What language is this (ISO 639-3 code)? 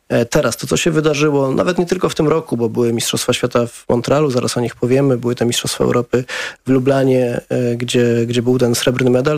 pol